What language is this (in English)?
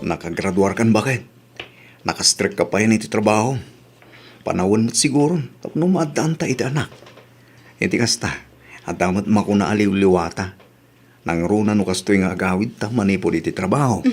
Iloko